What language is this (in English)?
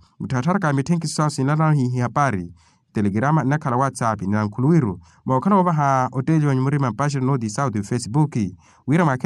Makhuwa